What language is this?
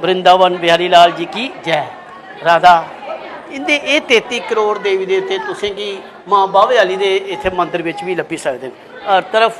Dogri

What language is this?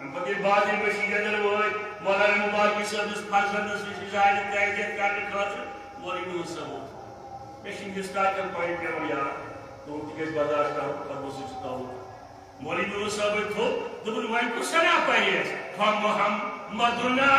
Kashmiri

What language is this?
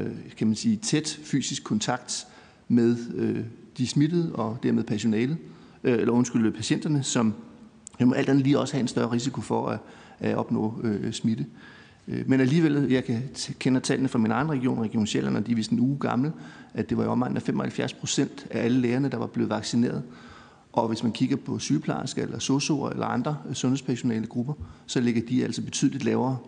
Danish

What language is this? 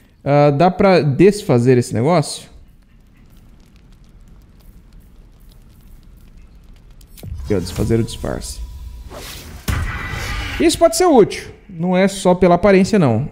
Portuguese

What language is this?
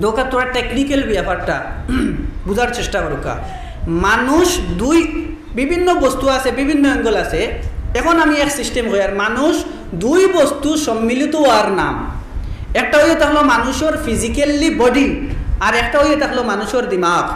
Sylheti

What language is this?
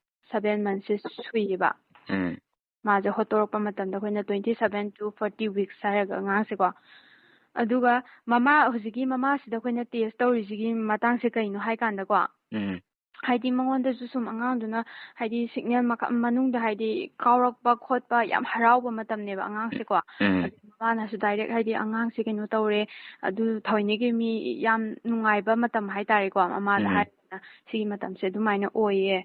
Manipuri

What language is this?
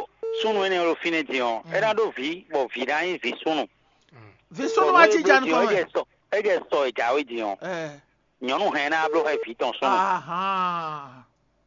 Fon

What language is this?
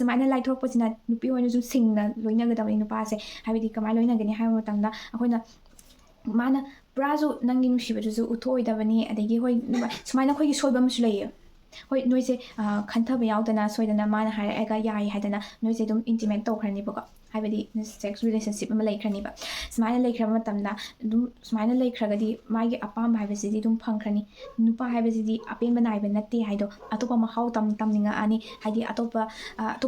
Manipuri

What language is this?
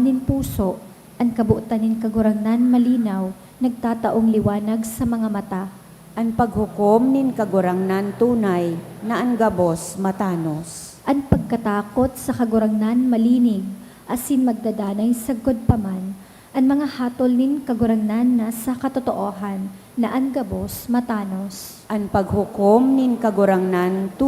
Bikol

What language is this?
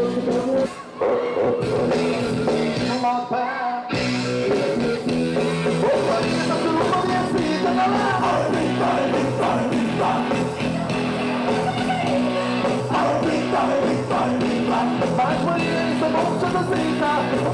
Portuguese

